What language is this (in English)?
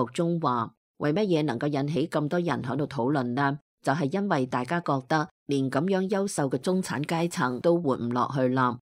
Cantonese